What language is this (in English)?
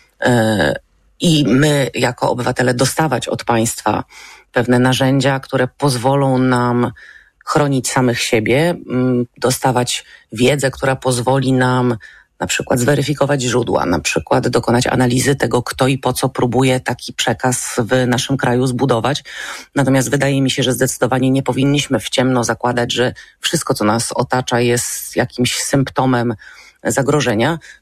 Polish